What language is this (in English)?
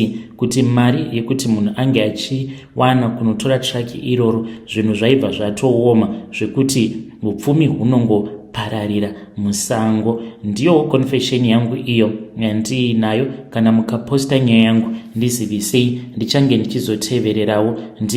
Shona